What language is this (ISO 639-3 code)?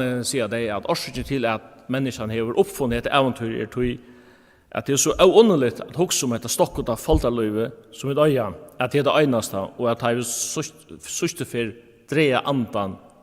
fao